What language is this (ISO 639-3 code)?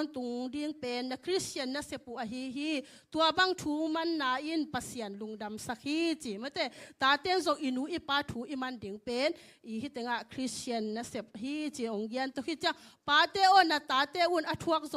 ctd